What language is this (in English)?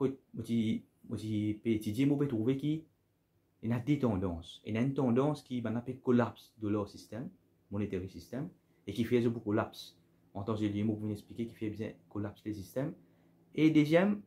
Morisyen